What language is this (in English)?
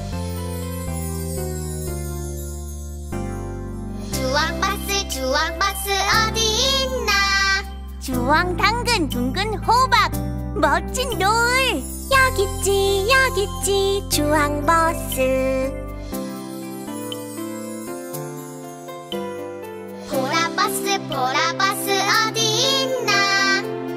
Korean